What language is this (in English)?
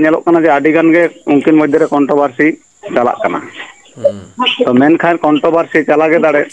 Santali